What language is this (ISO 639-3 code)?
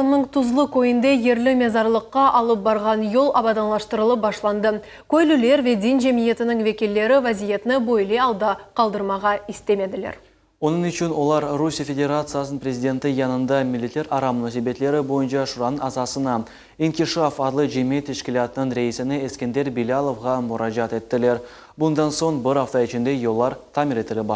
crh